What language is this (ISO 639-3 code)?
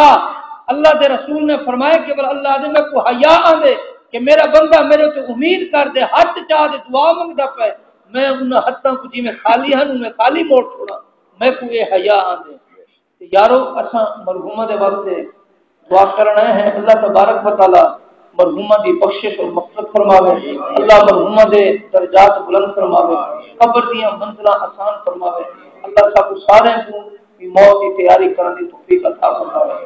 skr